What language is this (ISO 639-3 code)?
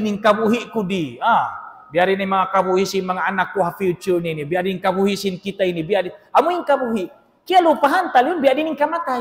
tsg